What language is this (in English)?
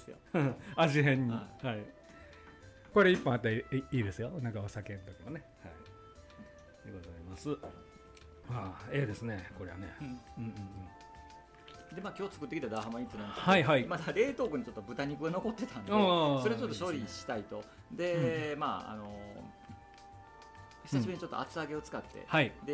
Japanese